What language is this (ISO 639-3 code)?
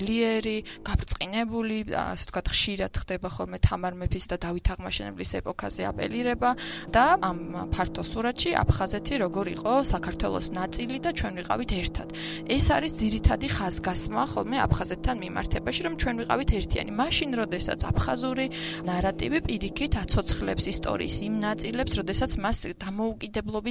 kat